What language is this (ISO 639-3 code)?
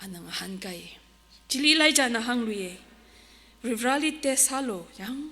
nmf